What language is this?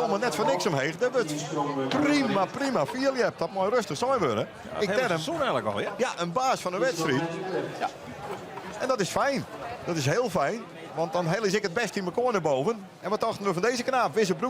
Western Frisian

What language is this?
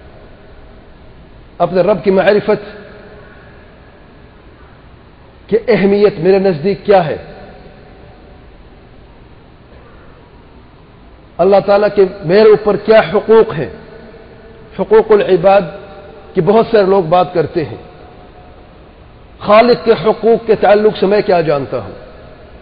Urdu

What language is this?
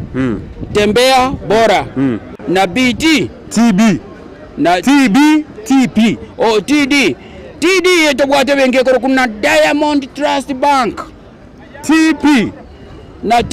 Gusii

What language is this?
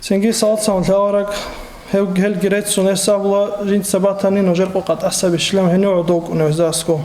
Avaric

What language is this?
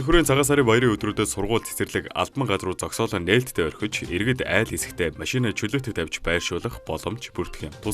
Mongolian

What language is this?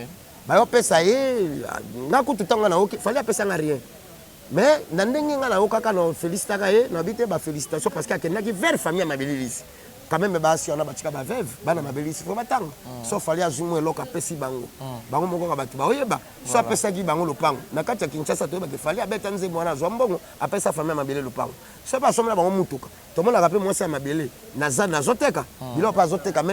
Lingala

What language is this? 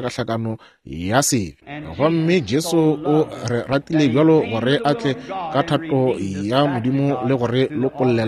Northern Sotho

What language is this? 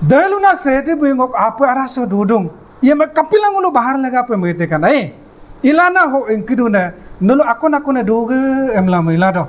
Adi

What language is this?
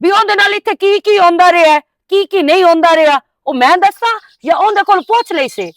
Western Panjabi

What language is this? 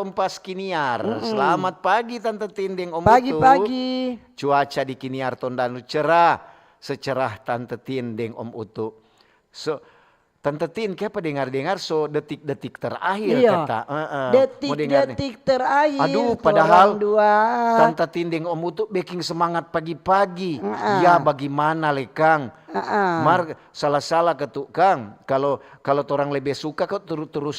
Manado Malay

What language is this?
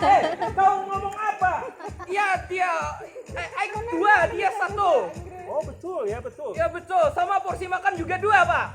Banjar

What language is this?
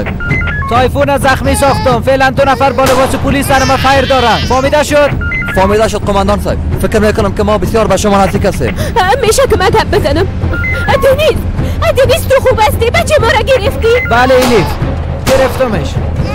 Persian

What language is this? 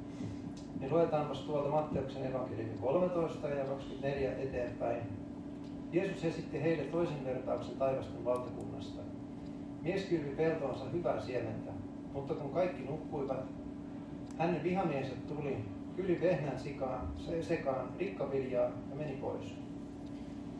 Finnish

